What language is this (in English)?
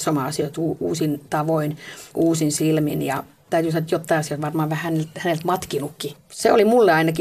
Finnish